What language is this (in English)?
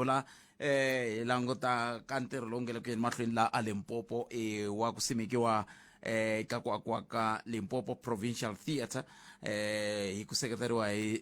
Tsonga